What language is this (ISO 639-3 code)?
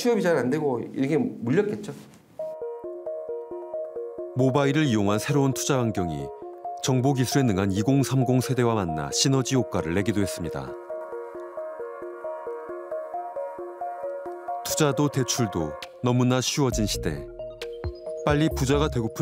kor